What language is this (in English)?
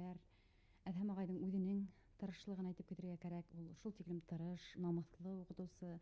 Bashkir